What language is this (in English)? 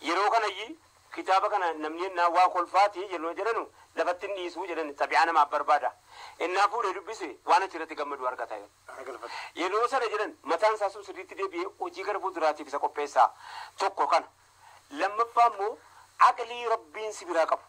Oromo